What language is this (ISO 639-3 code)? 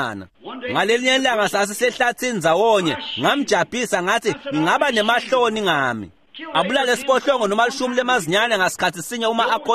ssw